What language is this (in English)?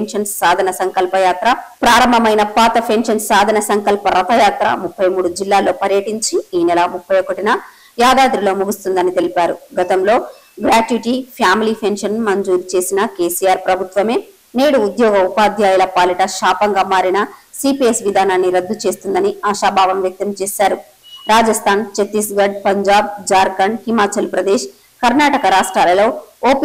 Telugu